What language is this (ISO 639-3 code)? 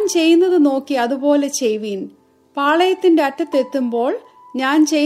mal